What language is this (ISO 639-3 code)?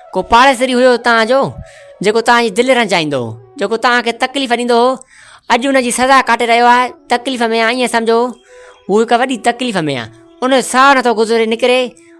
snd